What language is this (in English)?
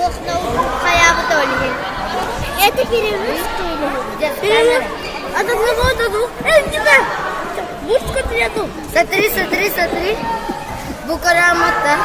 Yakut